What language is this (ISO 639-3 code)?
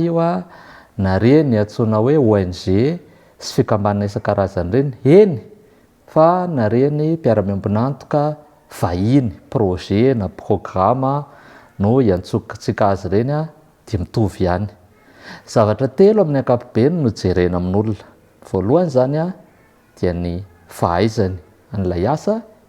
mlg